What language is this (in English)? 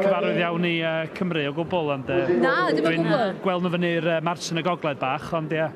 Welsh